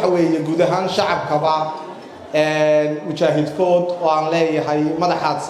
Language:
Somali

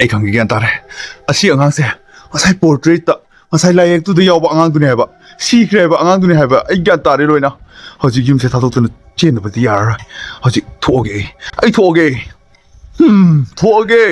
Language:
Manipuri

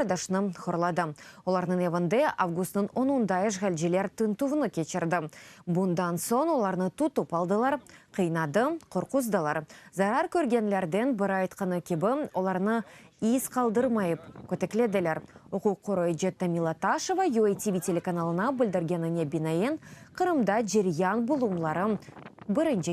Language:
Crimean Tatar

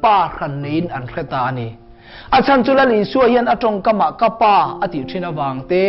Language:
Mizo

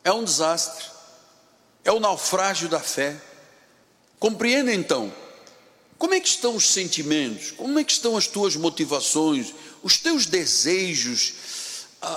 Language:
Portuguese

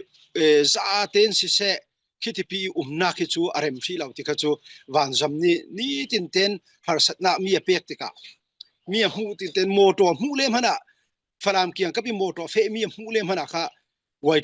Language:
Falam Chin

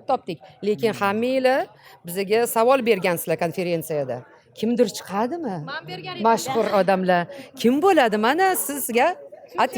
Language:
Uzbek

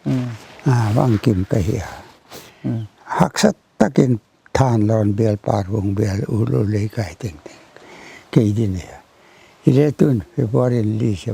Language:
Paite Chin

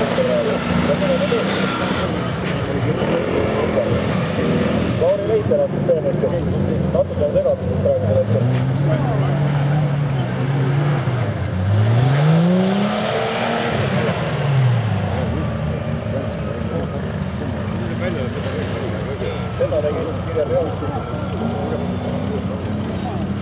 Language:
Estonian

